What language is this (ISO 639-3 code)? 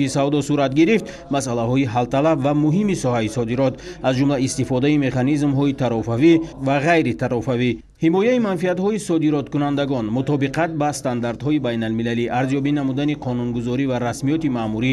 tgk